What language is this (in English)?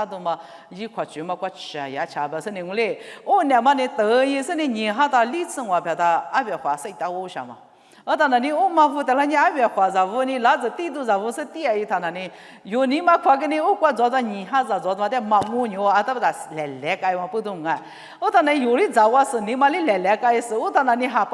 Lisu